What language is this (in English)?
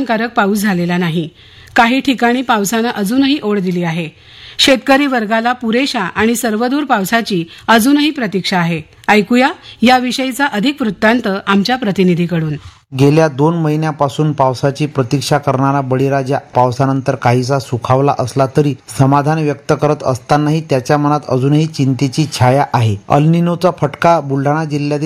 Marathi